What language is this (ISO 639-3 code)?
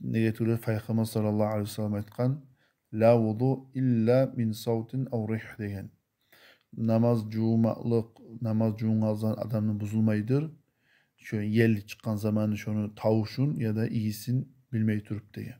kum